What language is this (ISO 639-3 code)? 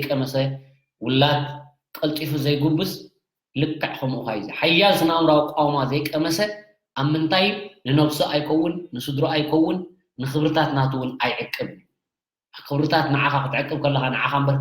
tir